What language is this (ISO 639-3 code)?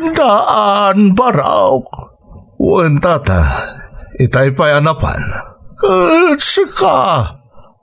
ilo